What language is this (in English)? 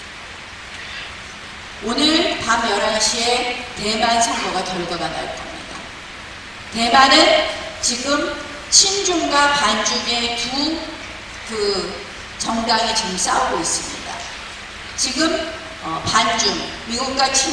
Korean